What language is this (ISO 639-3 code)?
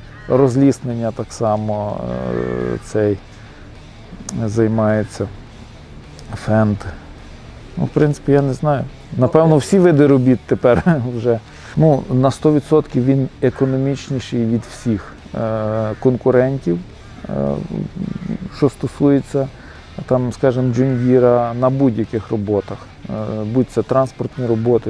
ukr